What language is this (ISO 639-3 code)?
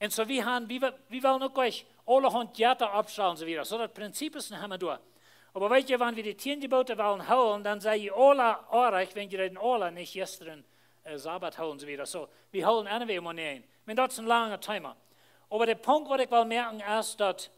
pdt